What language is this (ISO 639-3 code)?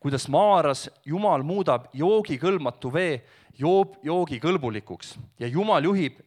est